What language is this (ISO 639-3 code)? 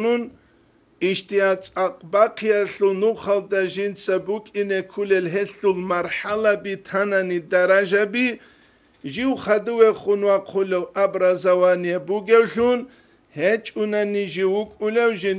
ava